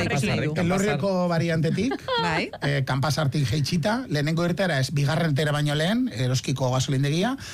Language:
Basque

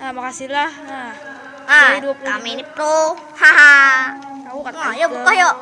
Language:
Banjar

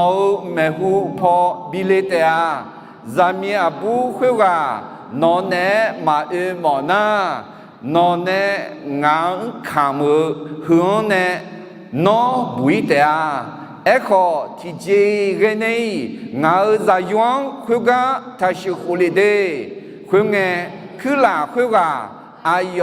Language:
Akha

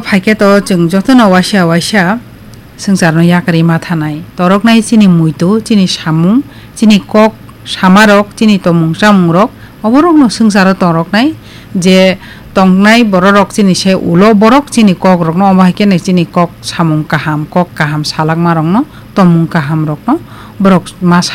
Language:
Kok Borok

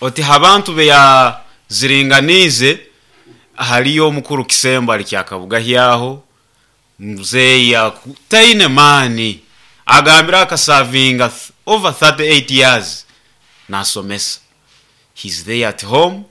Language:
Nyoro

